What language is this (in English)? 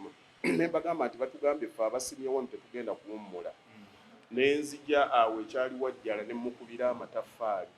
Ganda